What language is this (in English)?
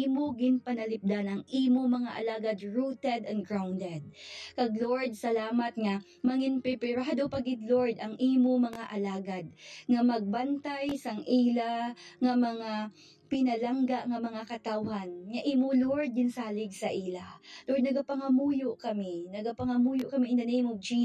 Hiligaynon